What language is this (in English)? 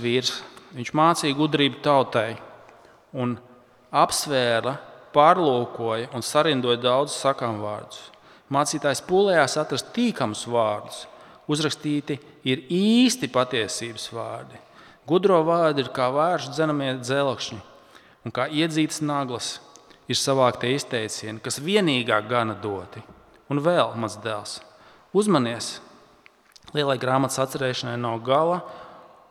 Latvian